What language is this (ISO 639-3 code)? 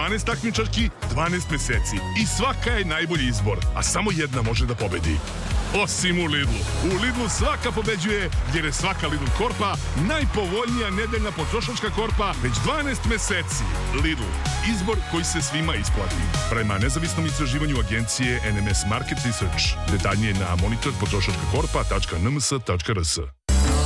srp